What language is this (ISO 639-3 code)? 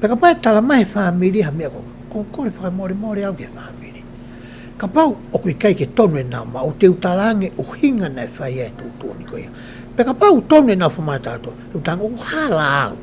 ton